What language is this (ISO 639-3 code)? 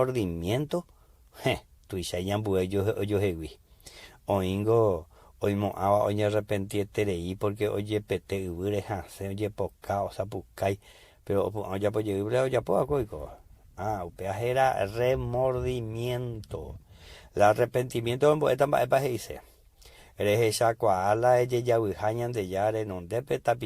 grn